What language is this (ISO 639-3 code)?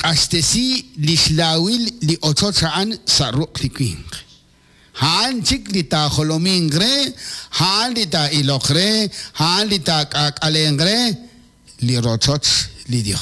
kek